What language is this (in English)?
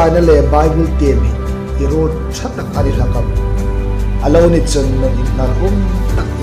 Hmar